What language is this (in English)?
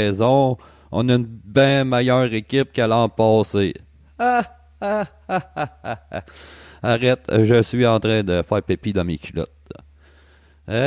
French